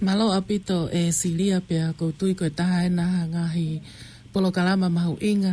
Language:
Tongan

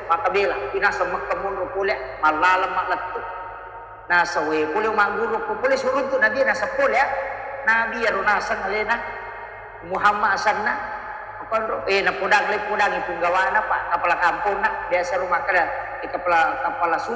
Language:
Buginese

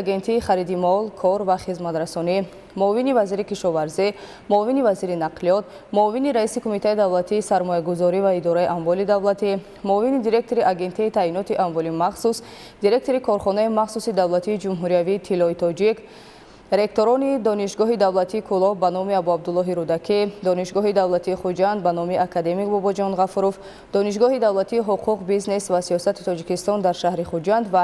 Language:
Tajik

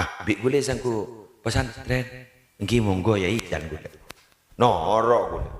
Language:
Madurese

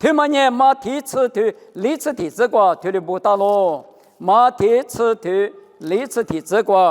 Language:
Lisu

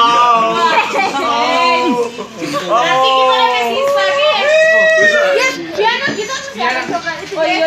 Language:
Manado Malay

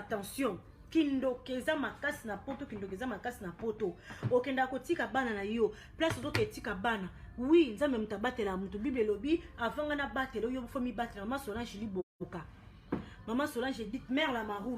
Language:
Lingala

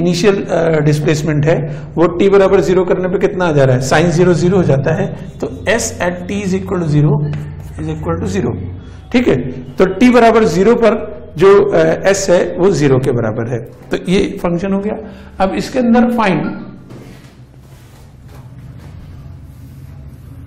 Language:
Hindi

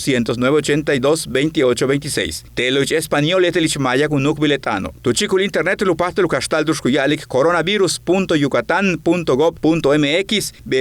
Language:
Yucateco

